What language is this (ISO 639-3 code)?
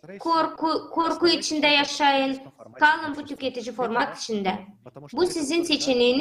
gag